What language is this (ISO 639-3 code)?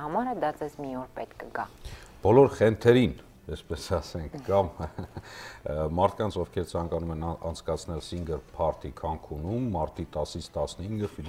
hye